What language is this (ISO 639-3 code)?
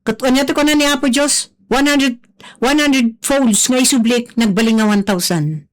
ilo